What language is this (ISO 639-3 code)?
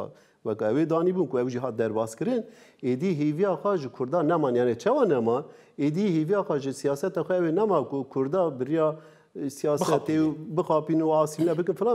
kur